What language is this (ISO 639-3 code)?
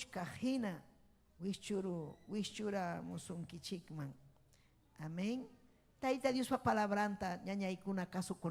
quy